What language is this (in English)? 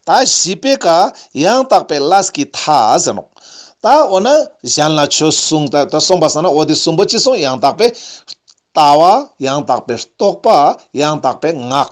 Ladakhi